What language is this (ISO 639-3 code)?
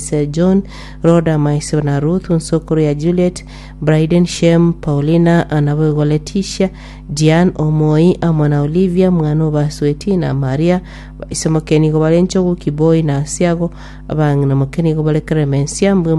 guz